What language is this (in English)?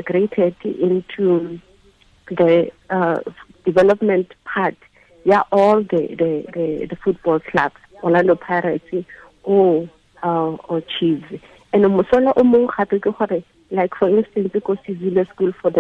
Tswana